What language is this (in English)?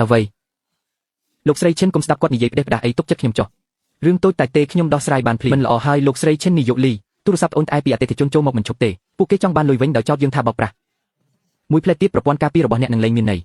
Khmer